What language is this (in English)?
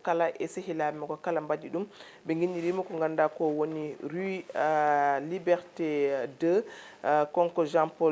Fula